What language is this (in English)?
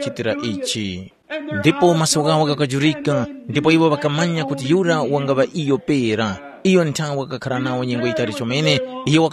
Tumbuka